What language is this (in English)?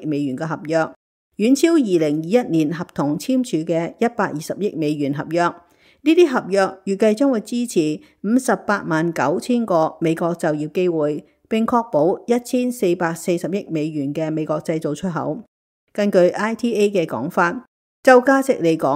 Cantonese